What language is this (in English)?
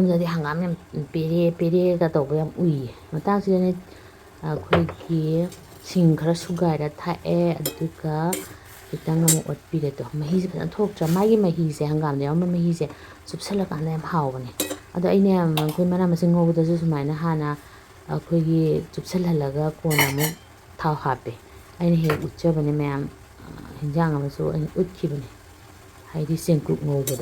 Manipuri